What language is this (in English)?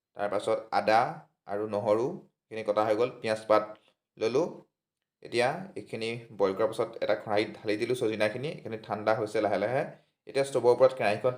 Assamese